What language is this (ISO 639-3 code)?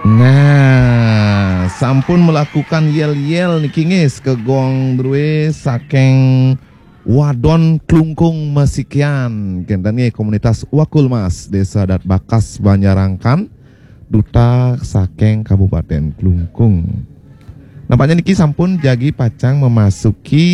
ban